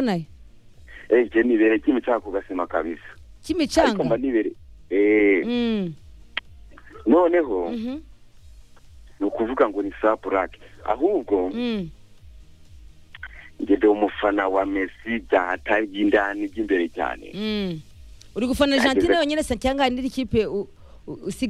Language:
Kinyarwanda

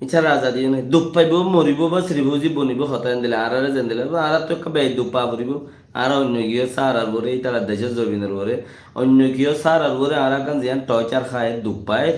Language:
Rohingya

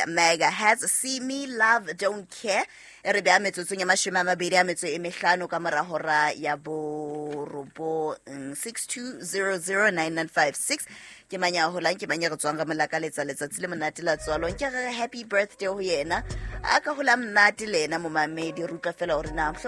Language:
Southern Sotho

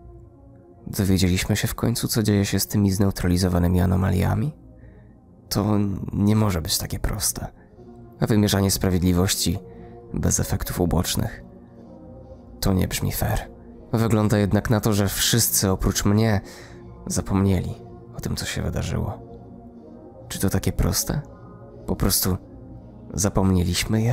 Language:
Polish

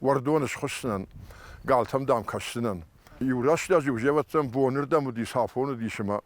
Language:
Ossetic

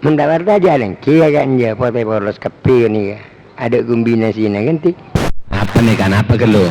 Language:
Madurese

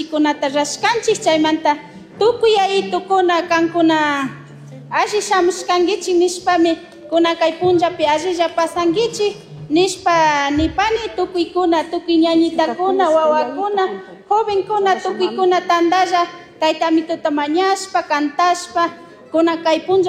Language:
Chimborazo Highland Quichua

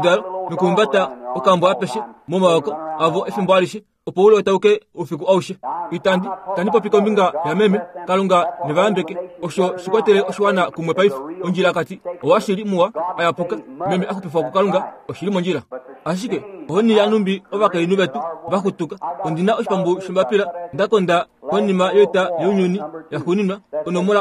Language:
Kuanyama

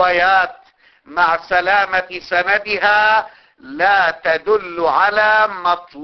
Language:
Arabic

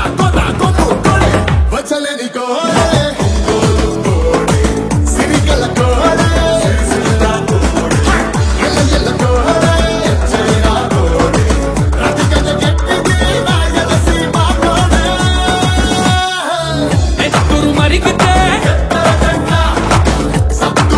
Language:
Telugu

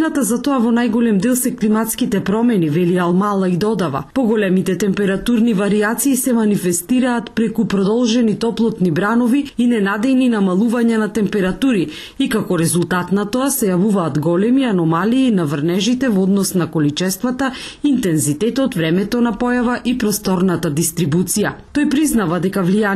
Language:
Macedonian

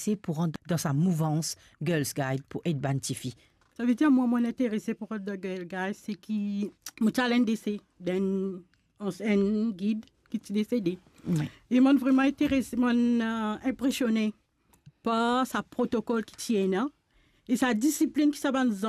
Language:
Morisyen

